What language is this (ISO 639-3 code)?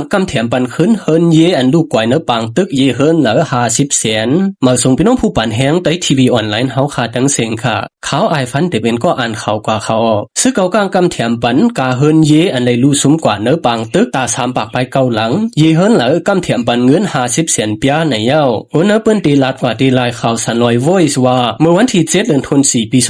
shn